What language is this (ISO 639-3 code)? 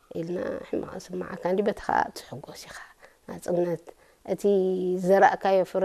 tir